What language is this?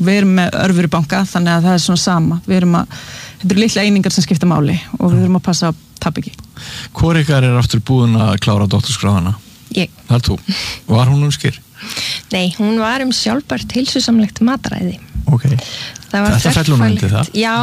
Icelandic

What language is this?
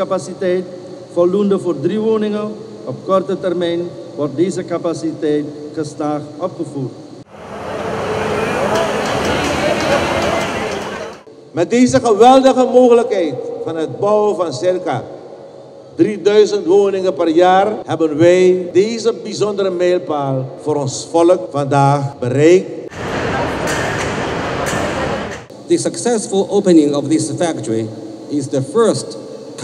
Dutch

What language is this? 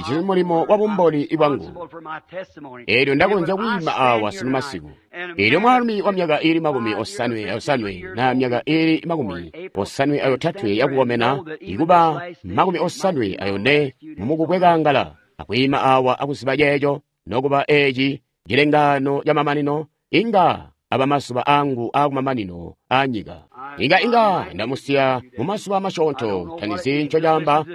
Tonga (Zambia)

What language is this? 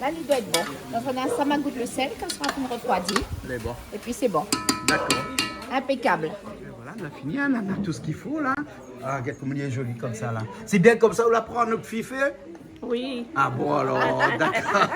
Réunion Creole French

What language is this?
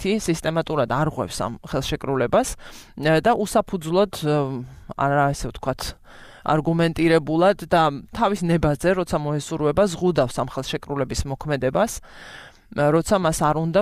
Georgian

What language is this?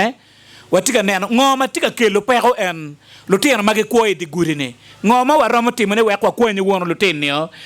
Acoli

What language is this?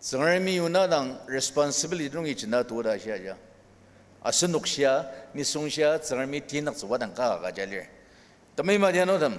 Ao Naga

